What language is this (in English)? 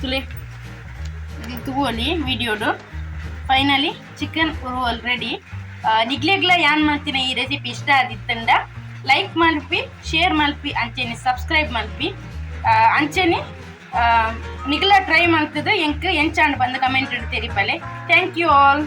Tulu